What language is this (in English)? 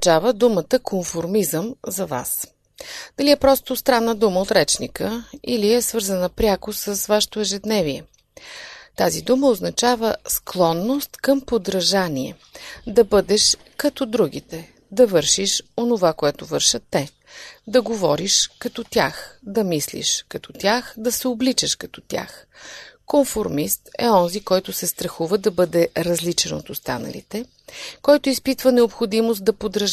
Bulgarian